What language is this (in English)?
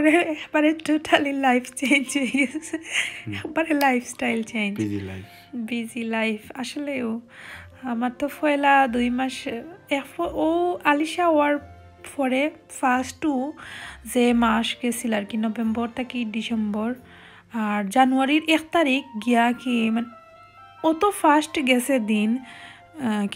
Sylheti